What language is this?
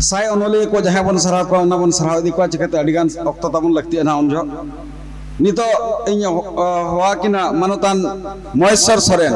Santali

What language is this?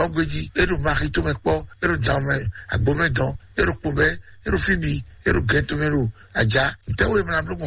Fon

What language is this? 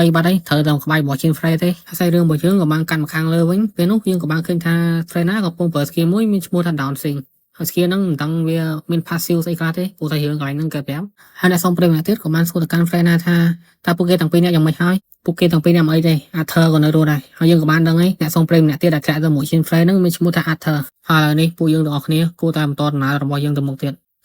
Khmer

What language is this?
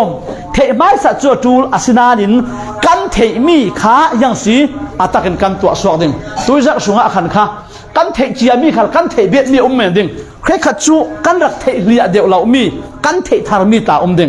Falam Chin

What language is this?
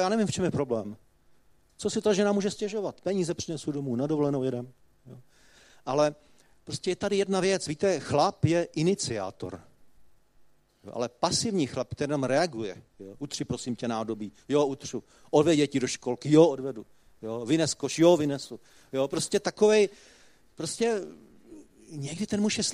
Czech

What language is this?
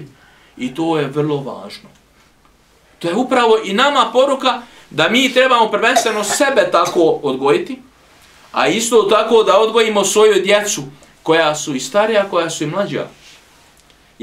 Bosnian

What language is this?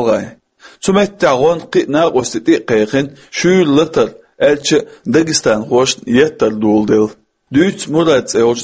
Chechen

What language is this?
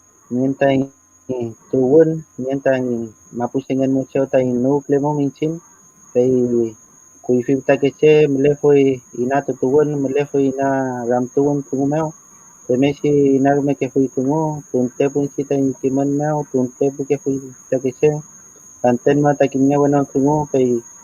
Mapuche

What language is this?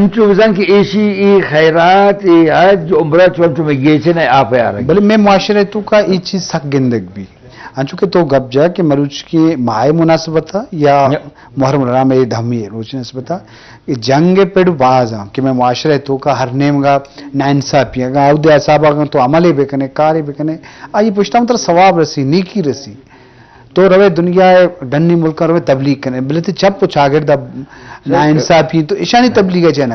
Eastern Balochi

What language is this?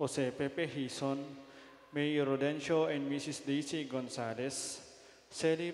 Pampanga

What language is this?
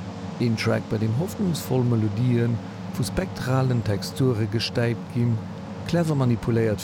Luxembourgish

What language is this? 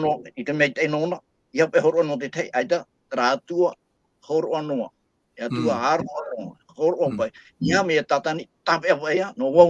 Tahitian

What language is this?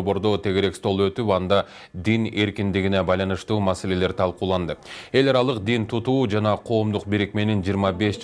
Kyrgyz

